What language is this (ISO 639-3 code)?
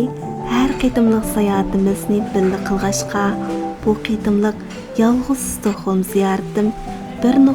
uig